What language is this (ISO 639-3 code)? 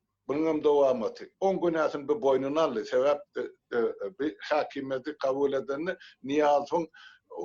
tuk